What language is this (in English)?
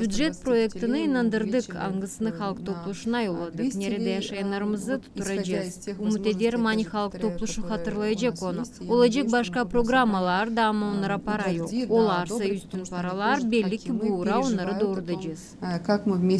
Gagauz